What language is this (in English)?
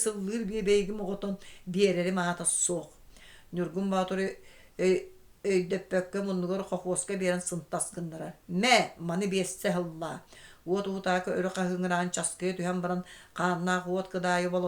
Yakut